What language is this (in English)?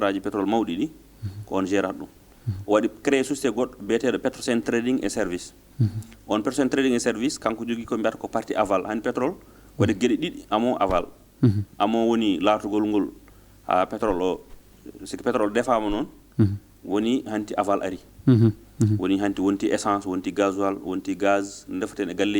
Fula